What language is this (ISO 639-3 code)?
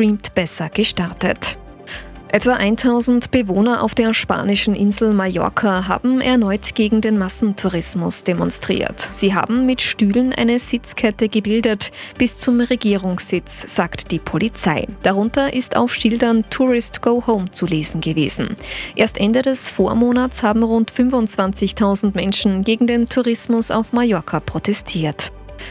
deu